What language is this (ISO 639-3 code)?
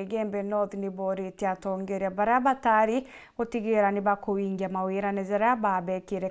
mer